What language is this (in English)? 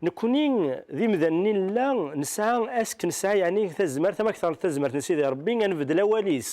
Kabyle